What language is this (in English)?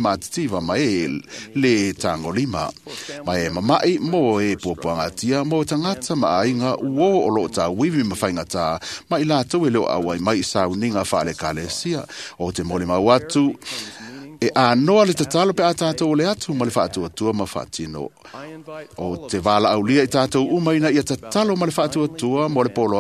Samoan